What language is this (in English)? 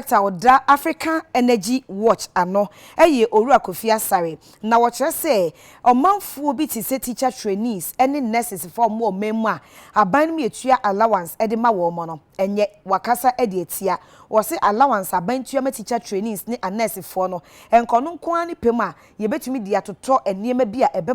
Akan